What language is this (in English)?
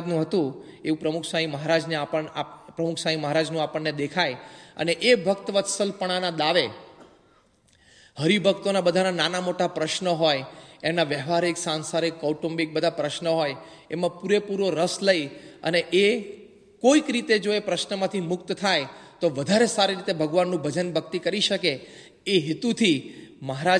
Gujarati